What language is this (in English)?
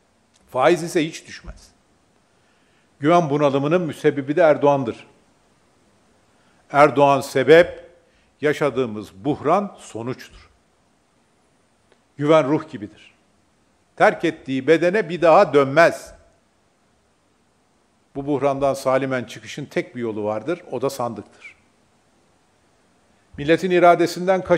Turkish